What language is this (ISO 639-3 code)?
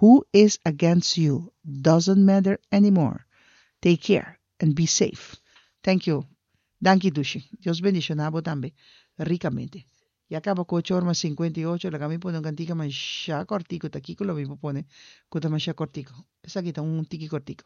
pap